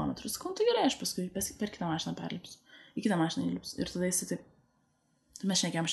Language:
Lithuanian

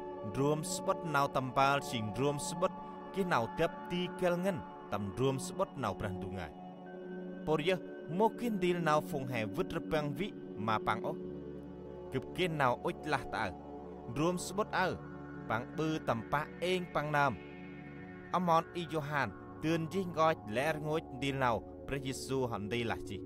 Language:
Central Mnong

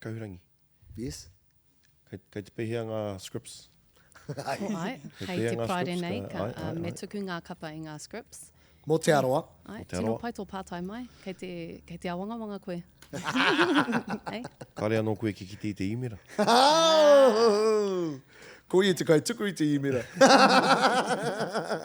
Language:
Māori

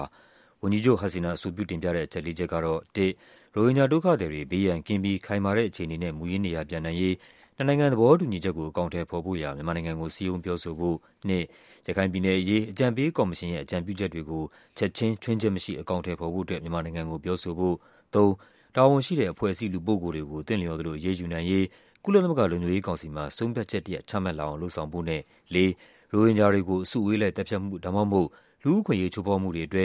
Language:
Burmese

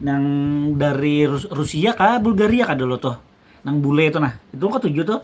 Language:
Banjar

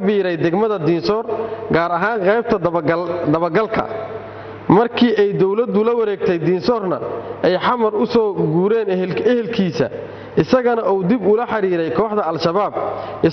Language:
Somali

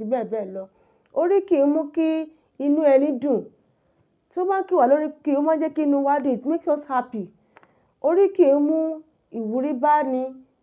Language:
Yoruba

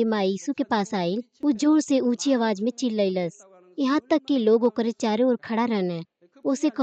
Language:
Bhojpuri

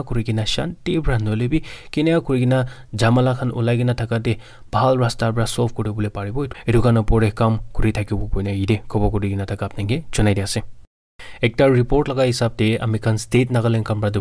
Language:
Naga Pidgin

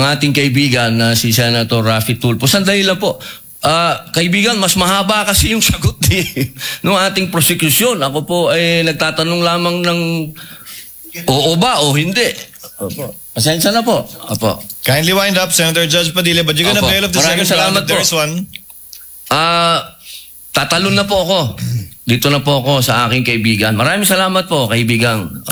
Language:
Filipino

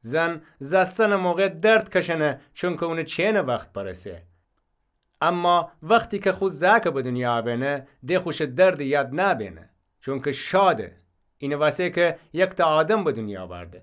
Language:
Gilaki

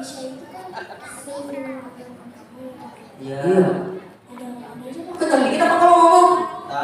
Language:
Betawi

